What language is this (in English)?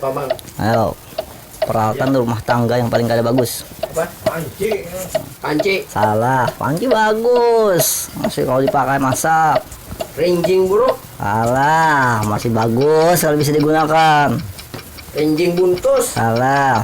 Banjar